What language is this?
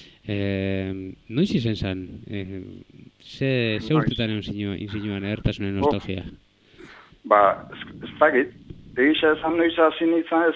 Basque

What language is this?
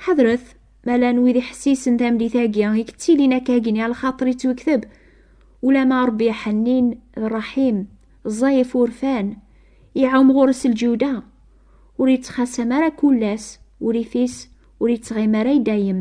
Kabyle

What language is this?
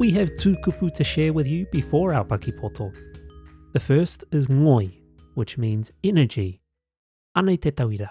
Māori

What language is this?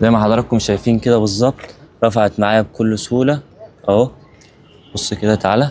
Egyptian Arabic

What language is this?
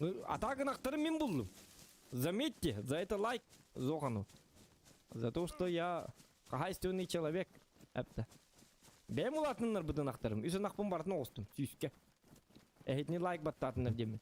Yakut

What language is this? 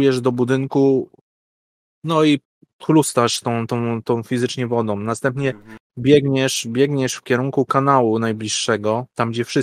Polish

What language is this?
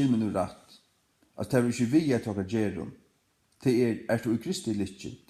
Faroese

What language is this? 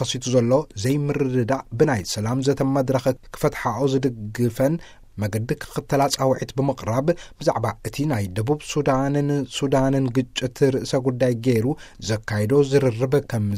Tigrinya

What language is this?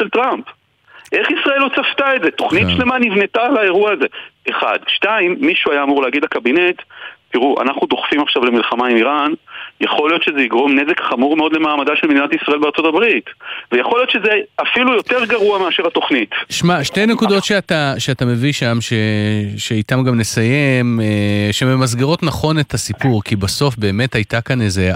Hebrew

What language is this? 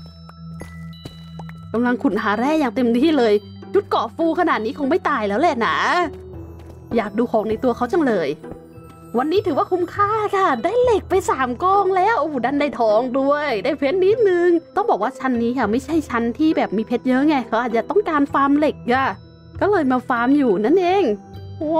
Thai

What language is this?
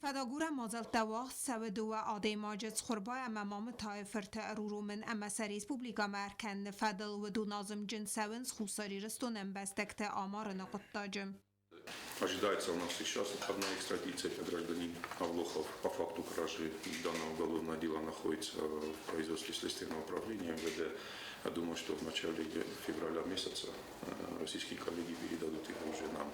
Ossetic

